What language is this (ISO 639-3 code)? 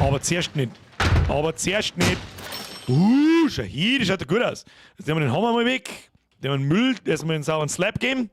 bar